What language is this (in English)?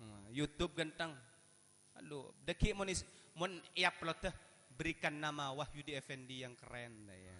Madurese